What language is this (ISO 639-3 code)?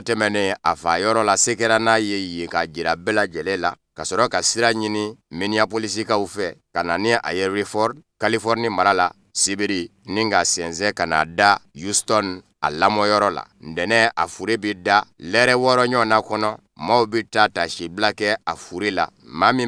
bam